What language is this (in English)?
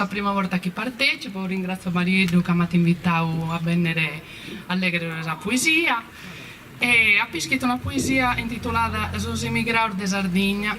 Sardinian